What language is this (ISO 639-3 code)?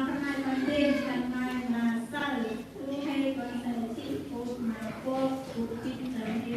cmo